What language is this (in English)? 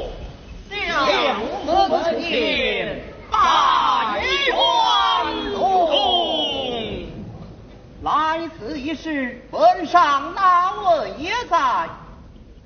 Chinese